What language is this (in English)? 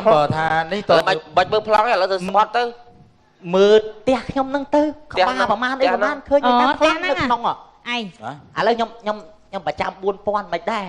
Khmer